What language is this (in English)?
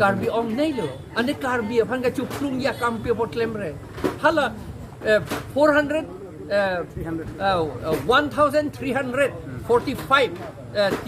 Karbi